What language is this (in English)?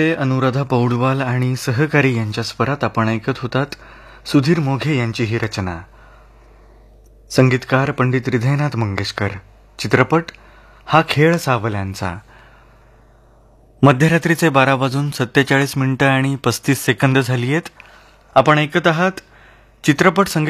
Marathi